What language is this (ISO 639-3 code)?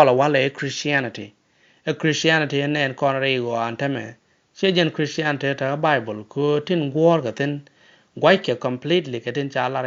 nus